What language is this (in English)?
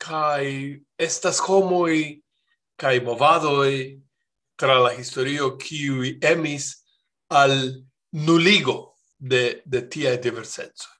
Esperanto